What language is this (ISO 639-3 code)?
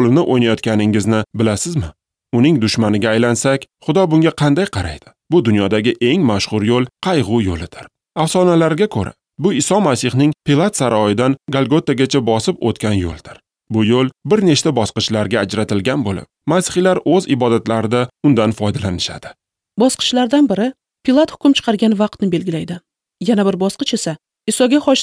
uzb